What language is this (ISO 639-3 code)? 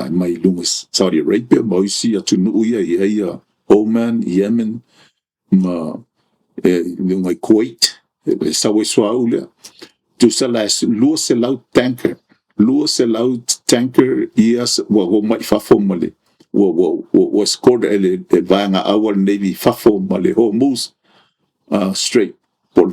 smo